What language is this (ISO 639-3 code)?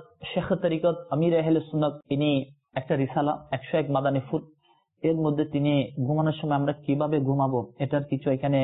ben